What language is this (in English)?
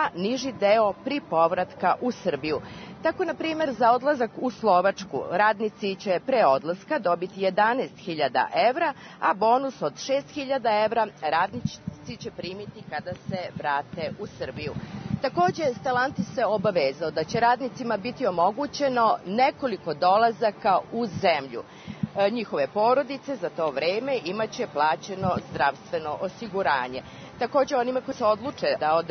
Serbian